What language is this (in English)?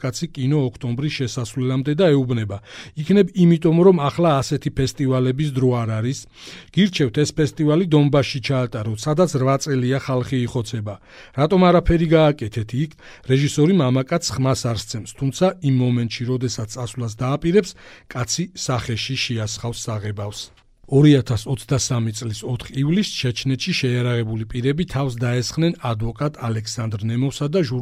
Georgian